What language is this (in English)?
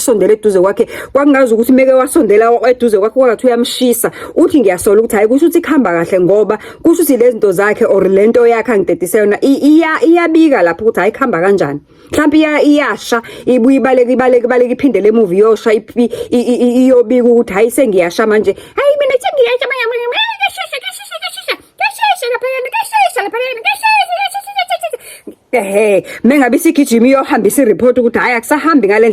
Zulu